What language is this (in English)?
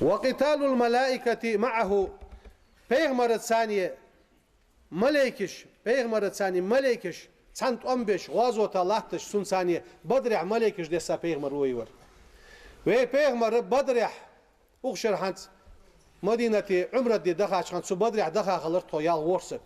Ingush